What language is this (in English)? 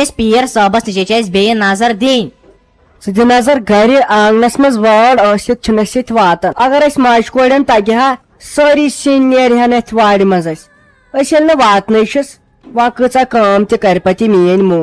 Kashmiri